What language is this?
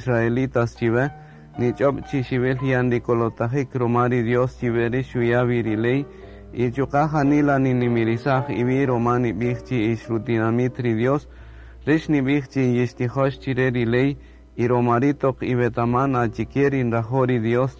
Kaqchikel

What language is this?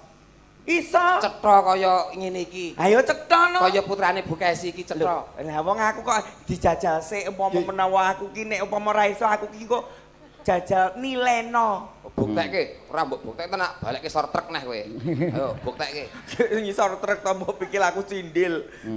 Javanese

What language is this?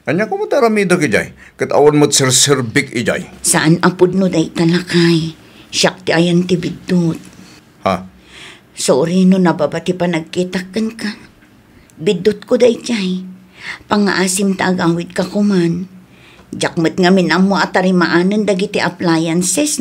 Iloko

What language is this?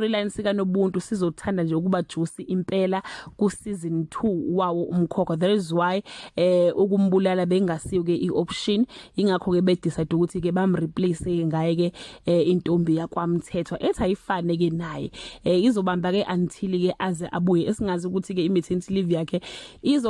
Zulu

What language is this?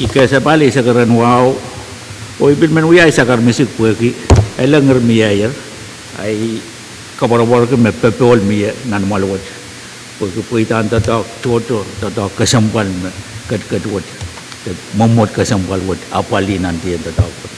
Pohnpeian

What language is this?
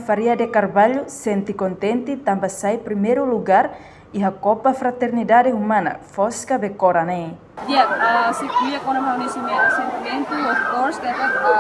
Tetum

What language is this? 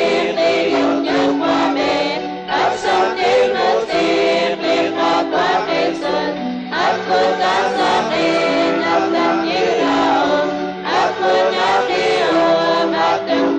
Kekchí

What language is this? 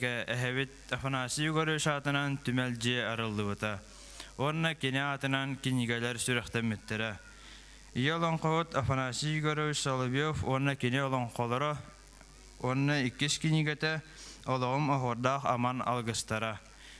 Yakut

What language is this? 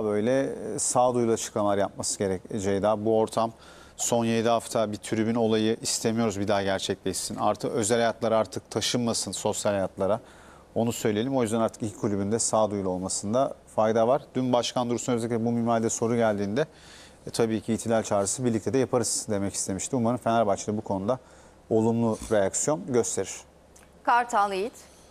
Turkish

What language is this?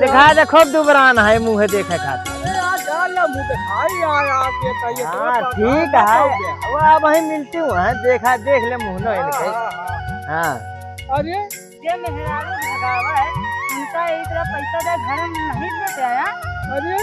Awadhi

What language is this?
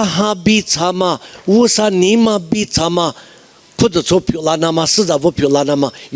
Lisu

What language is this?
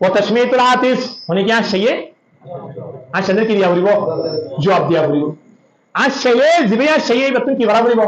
Rohingya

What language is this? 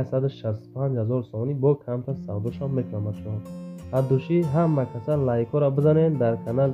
Tajik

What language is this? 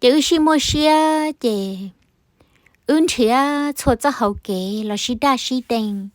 Hmong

